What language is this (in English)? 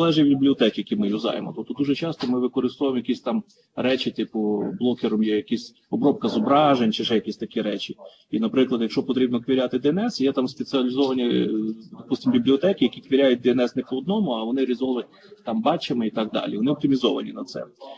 Ukrainian